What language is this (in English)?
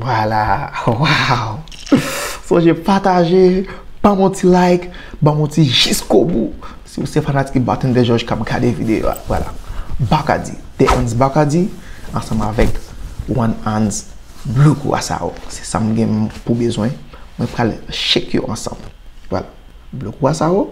Haitian Creole